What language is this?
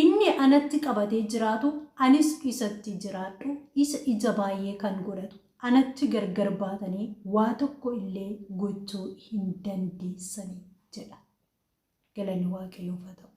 Oromo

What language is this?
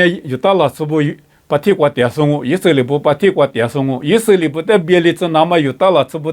Lisu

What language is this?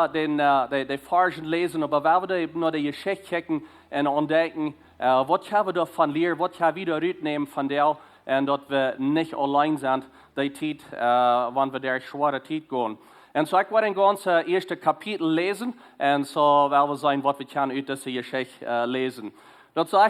Plautdietsch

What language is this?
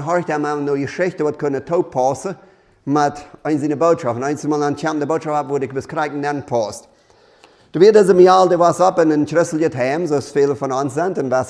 Plautdietsch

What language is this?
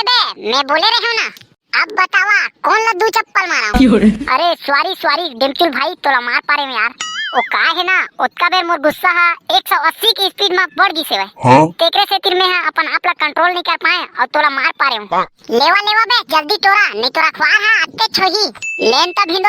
Chhattisgarhi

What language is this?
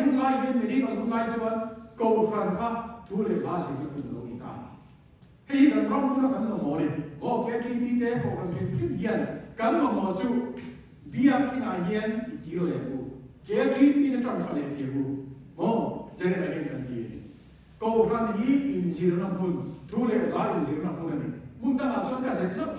Mizo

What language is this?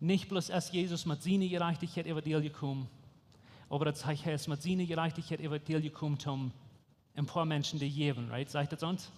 Plautdietsch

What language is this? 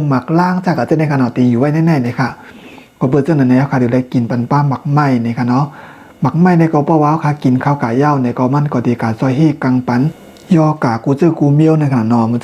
Shan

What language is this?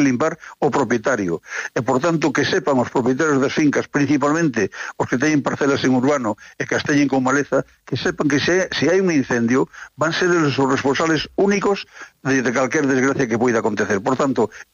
Galician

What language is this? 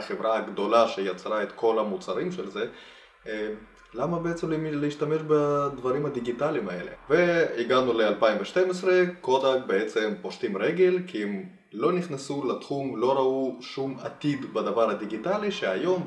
Hebrew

